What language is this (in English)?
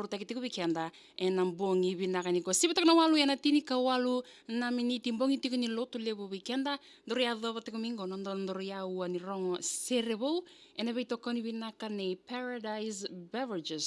Fijian